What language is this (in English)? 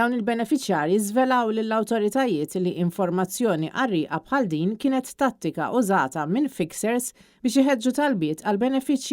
Maltese